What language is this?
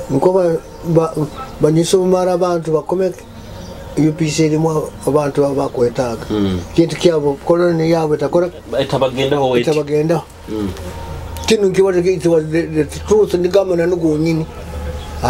Nyoro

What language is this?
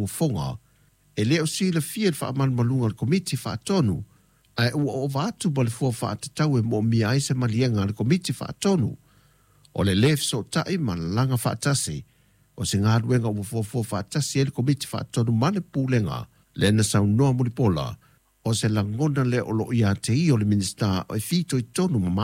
Samoan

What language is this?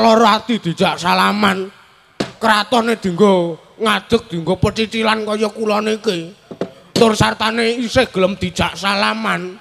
Javanese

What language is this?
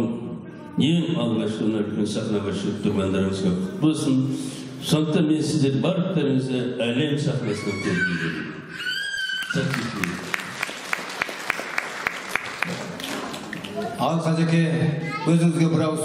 Kazakh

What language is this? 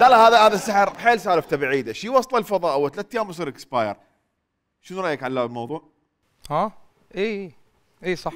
Mesopotamian Arabic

